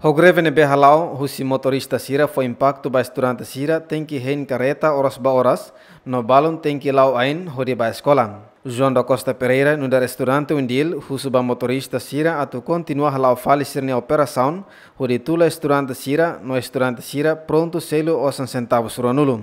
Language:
Tetum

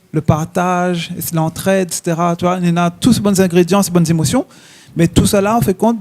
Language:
Réunion Creole French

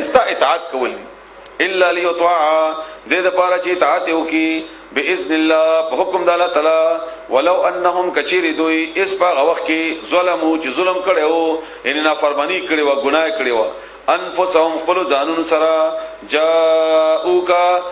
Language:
Pashto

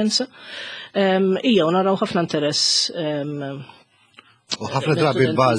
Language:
Maltese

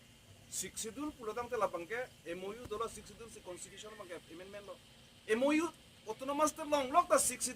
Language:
Karbi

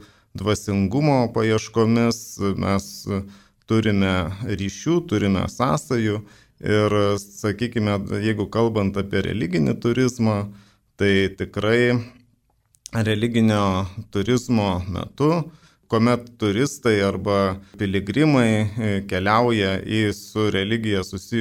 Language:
Lithuanian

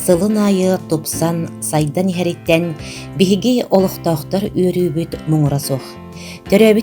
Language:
Yakut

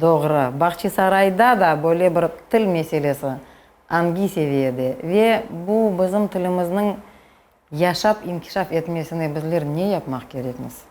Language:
Crimean Tatar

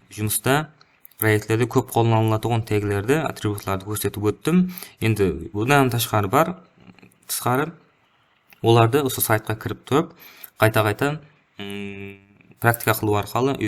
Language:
Kara-Kalpak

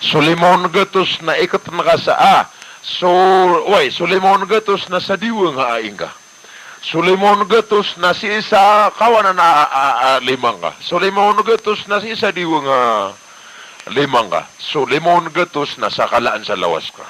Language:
Maranao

